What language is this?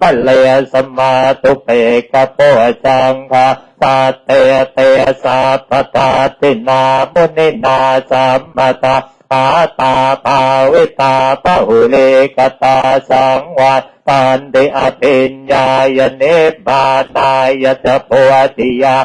Pali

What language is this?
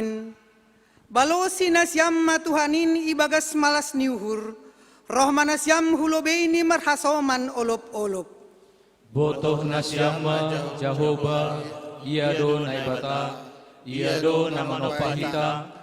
Batak Simalungun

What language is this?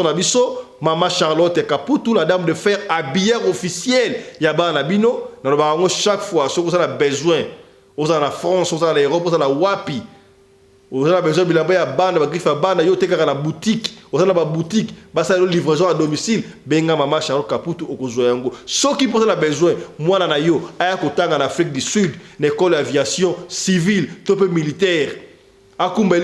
Lingala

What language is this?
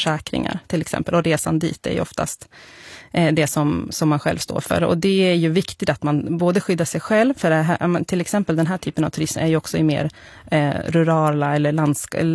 Swedish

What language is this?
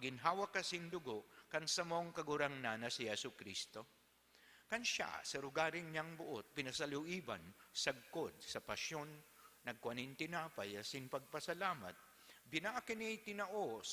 Bikol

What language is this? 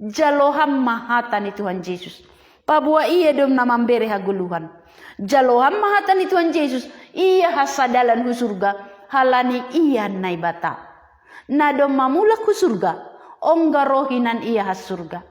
Batak Simalungun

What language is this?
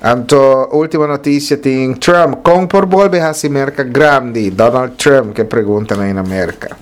Papiamento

